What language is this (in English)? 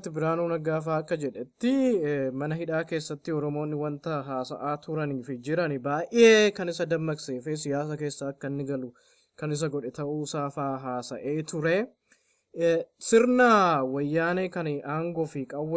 Oromo